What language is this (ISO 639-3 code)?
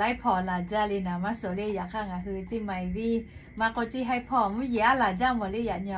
lhu